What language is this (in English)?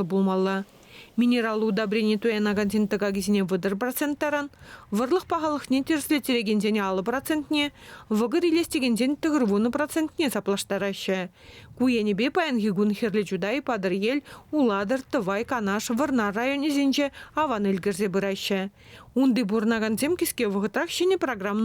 Chuvash